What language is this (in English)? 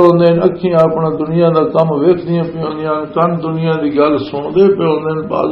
Western Panjabi